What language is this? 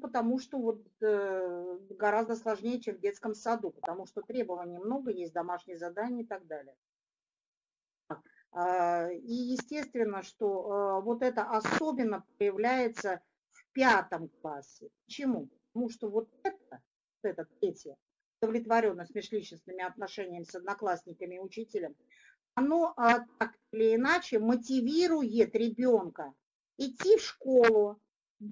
Russian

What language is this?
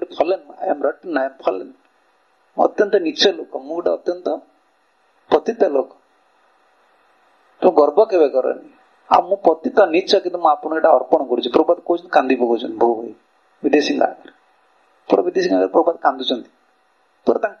Odia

